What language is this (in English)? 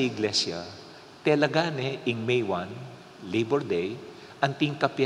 Pampanga